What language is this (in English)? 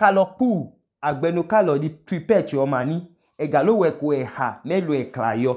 Idoma